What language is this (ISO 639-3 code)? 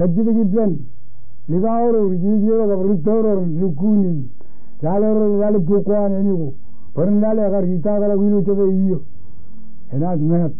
mah